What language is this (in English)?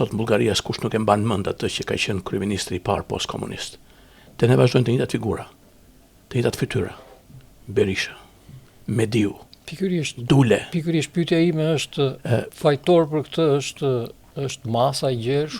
Albanian